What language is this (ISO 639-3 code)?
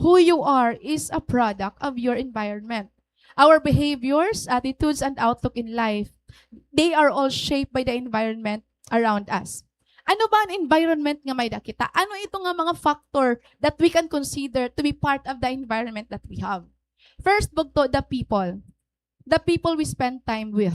war